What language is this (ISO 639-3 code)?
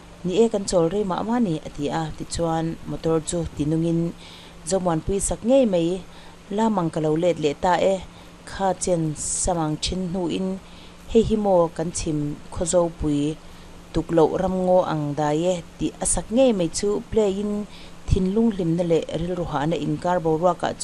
lus